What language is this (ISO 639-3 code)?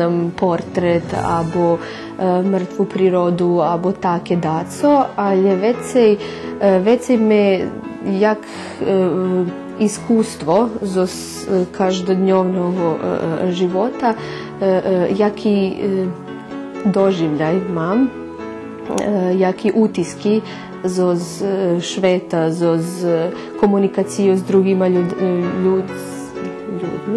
rue